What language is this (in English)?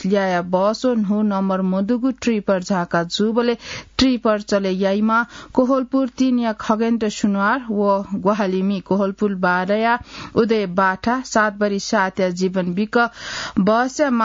Newari